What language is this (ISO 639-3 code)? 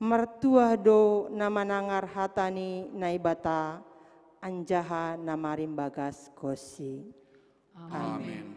bts